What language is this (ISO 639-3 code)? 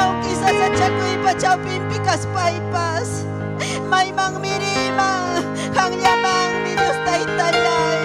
quy